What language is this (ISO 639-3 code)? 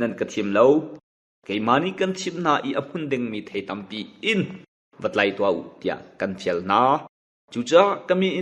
cnh